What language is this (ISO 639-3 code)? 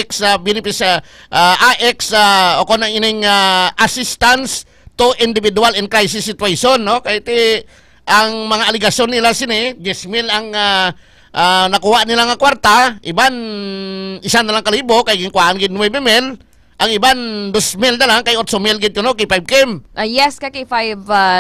hil